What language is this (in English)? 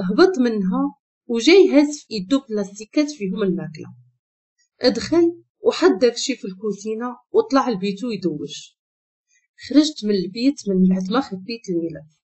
Moroccan Arabic